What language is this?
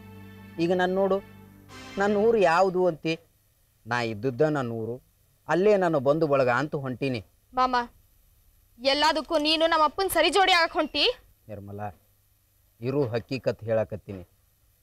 Kannada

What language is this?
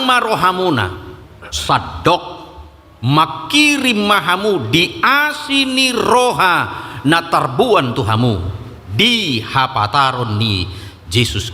Batak Toba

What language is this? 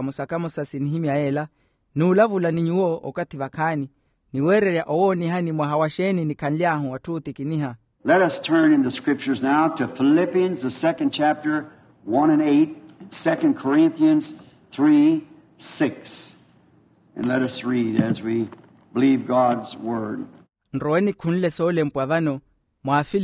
Makhuwa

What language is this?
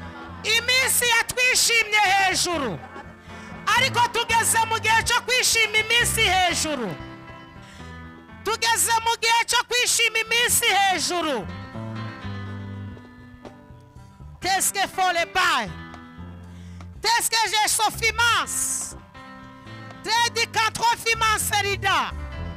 Kinyarwanda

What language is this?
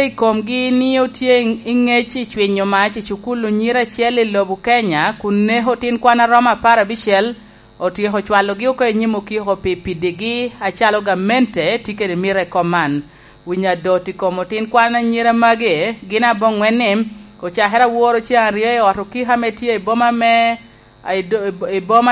Lango (Uganda)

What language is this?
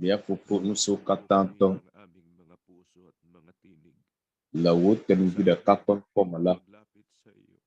Ewe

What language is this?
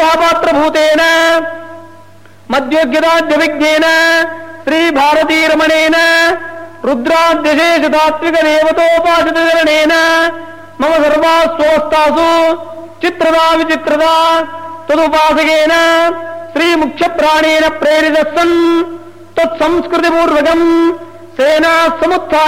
Sanskrit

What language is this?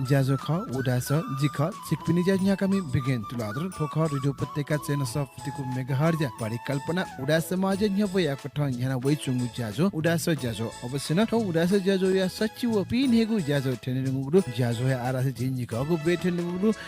Newari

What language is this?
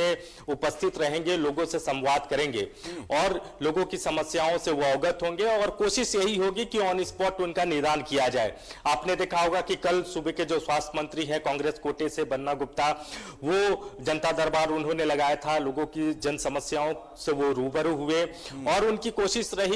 Hindi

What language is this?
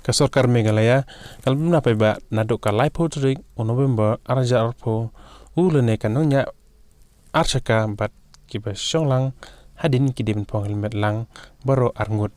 Khasi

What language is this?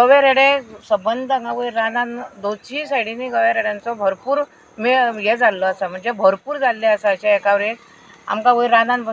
Konkani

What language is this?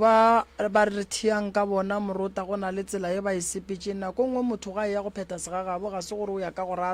Northern Sotho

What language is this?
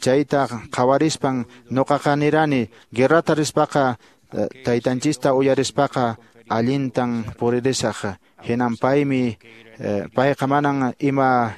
Quechua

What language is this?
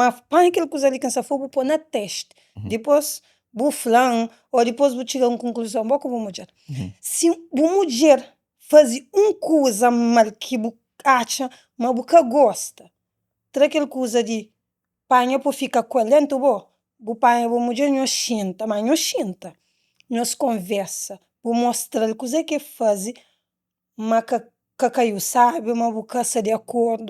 Kabuverdianu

